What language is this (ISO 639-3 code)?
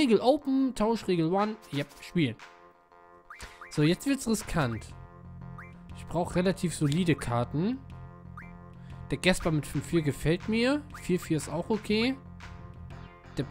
deu